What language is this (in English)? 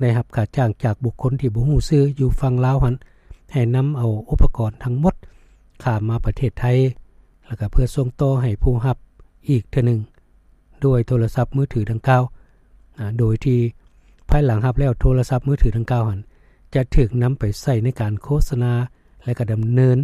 Lao